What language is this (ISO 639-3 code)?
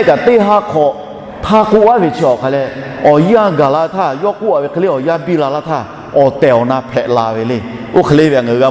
lhu